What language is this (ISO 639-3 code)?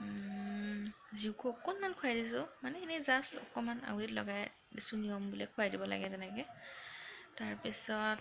asm